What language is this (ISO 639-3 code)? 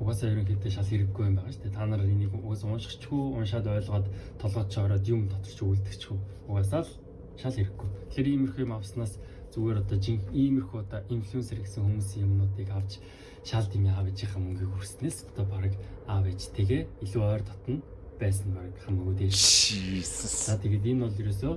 mon